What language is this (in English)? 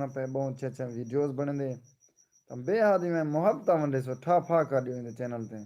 Saraiki